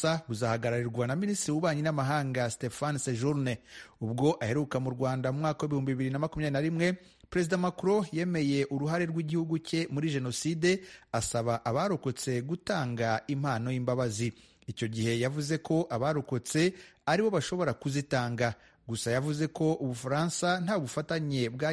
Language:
Kinyarwanda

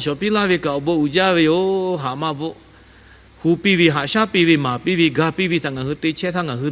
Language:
Lahu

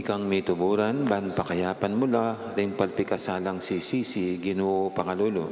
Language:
Pampanga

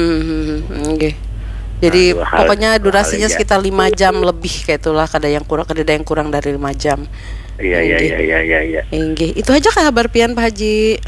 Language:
Banjar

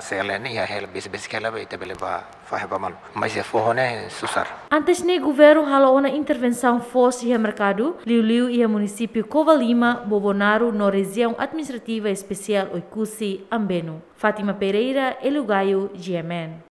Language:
Tetum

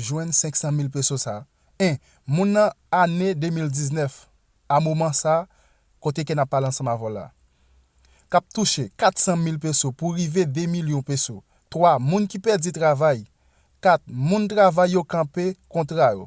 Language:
Haitian Creole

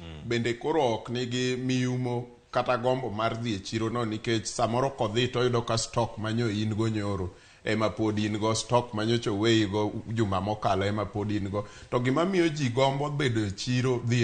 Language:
Luo (Kenya and Tanzania)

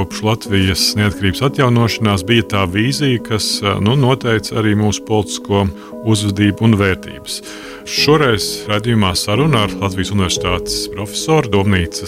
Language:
Latvian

